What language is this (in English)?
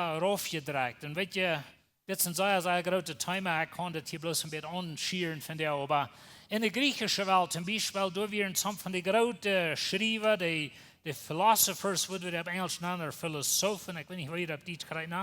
Plautdietsch